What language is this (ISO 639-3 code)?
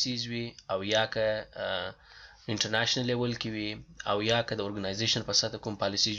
pus